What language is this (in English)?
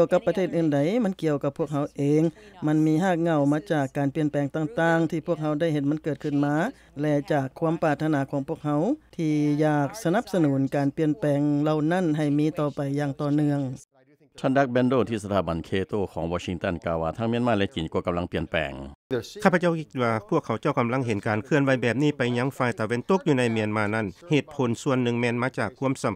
Lao